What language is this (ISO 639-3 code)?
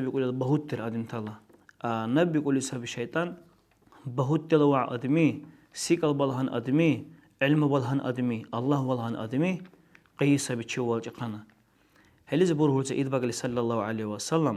dar